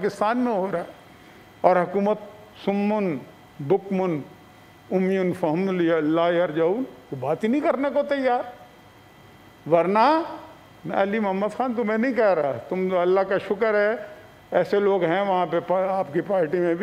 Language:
Urdu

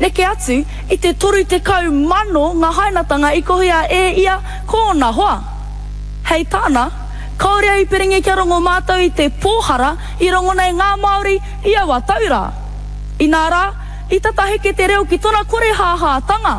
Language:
Māori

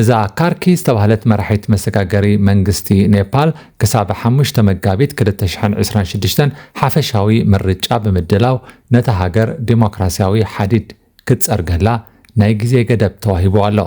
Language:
Tigrinya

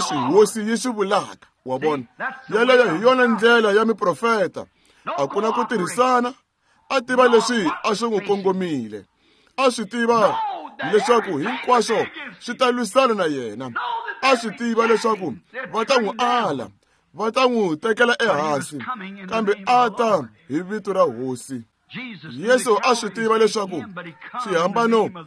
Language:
Tsonga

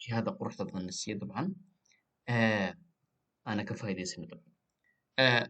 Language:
Somali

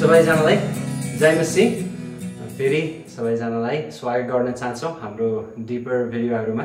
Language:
Nepali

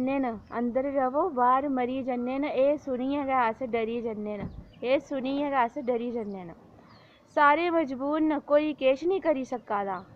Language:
Dogri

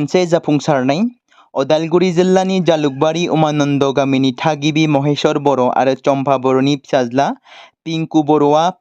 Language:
Bodo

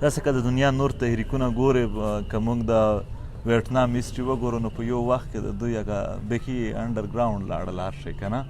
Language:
Pashto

